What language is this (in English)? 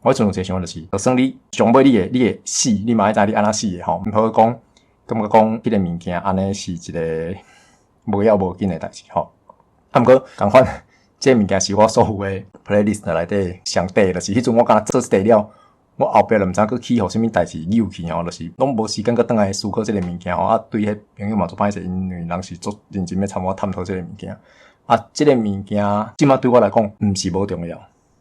Min Nan Chinese